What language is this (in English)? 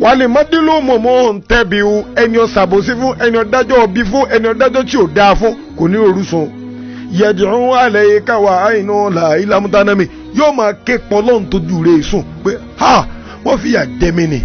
Yoruba